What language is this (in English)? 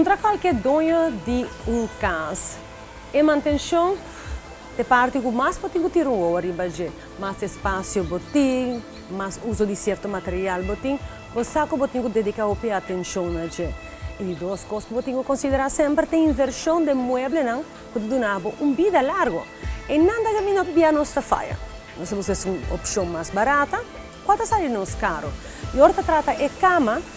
Papiamento